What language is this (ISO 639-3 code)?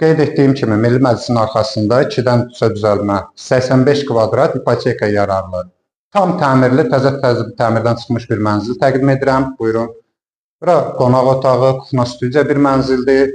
aze